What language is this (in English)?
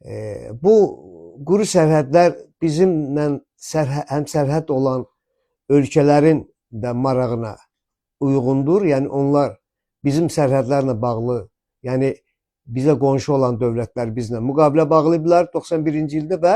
Azerbaijani